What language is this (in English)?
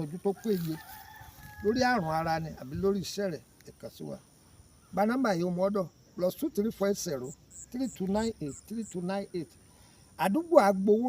Yoruba